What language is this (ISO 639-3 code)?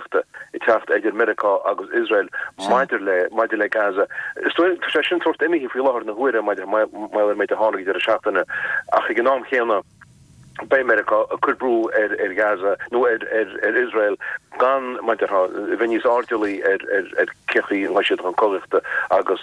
gle